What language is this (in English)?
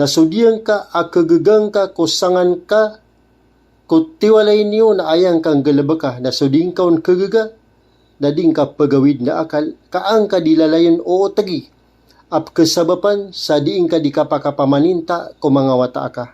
Maranao